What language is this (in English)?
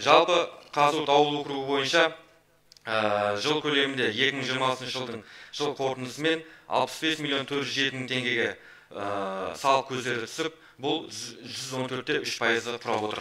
Kazakh